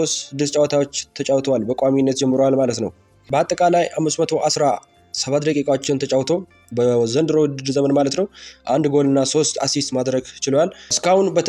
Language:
Amharic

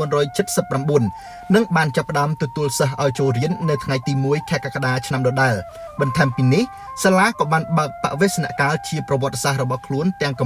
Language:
Khmer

